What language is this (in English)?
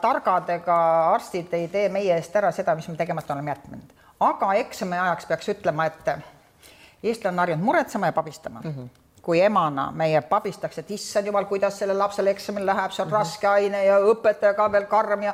Estonian